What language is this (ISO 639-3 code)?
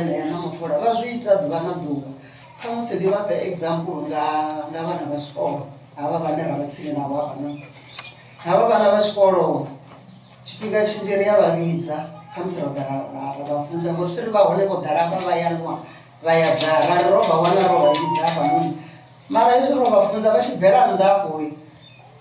ven